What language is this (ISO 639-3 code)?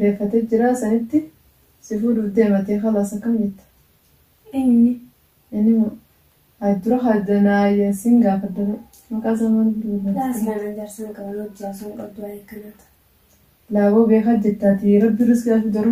orm